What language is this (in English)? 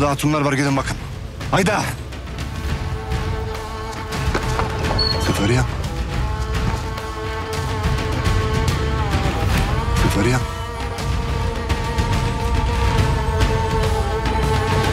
Turkish